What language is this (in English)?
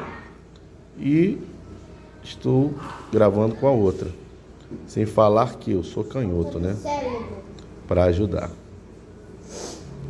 Portuguese